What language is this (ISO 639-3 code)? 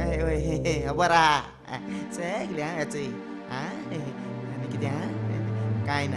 kok